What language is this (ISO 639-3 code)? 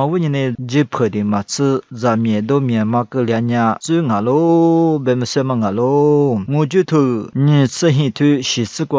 lis